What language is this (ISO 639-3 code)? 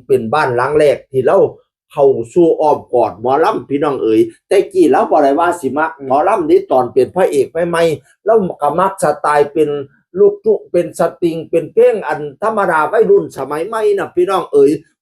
tts